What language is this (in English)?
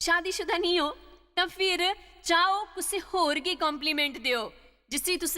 Dogri